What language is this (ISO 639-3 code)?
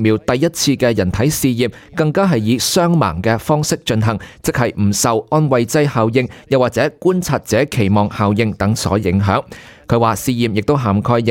yue